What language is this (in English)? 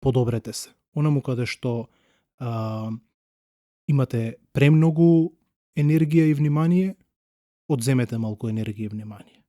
Macedonian